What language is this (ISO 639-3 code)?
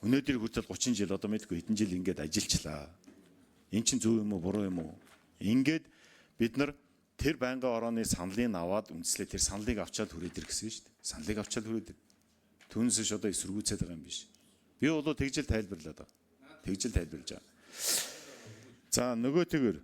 mon